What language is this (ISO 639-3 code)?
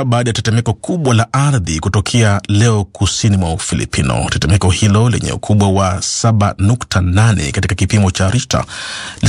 swa